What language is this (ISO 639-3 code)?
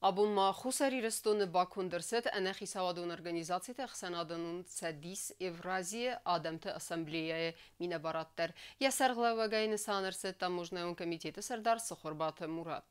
oss